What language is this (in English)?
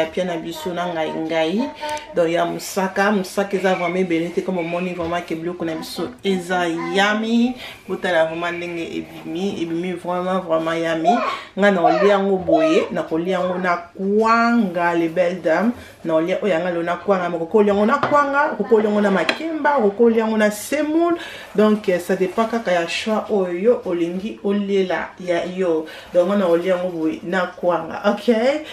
Lingala